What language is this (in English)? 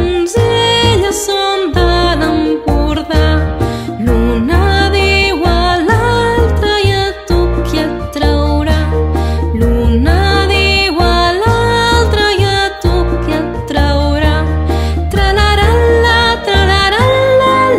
Catalan